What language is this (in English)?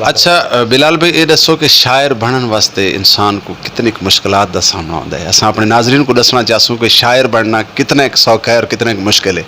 Saraiki